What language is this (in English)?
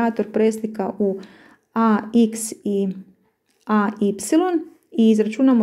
Croatian